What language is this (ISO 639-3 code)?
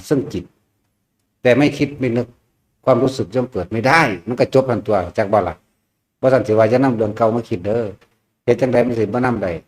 tts